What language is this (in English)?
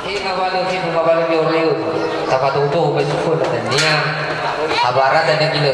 Nias